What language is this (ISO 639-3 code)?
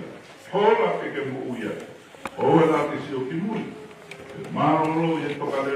ton